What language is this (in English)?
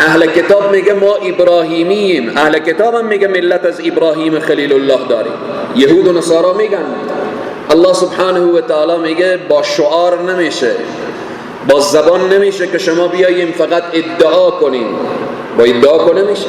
Persian